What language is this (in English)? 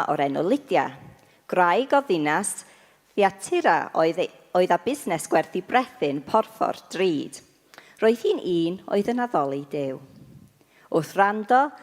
Welsh